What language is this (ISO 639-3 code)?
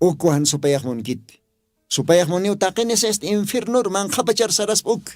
aym